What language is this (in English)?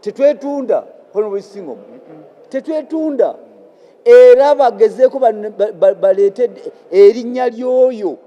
Ganda